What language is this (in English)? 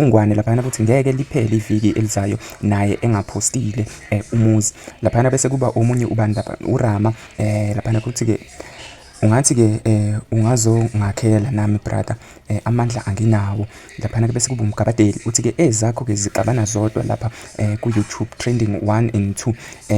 Zulu